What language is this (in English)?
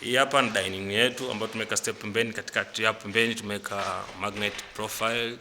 Swahili